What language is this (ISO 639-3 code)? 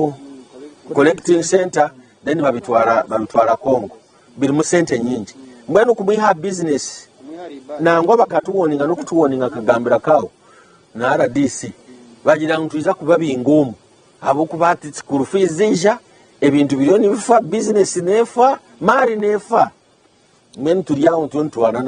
nyn